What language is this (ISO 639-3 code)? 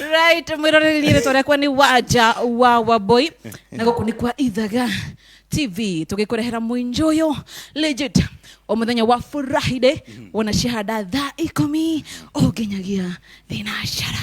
kik